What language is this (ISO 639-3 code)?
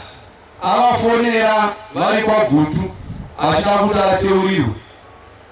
sna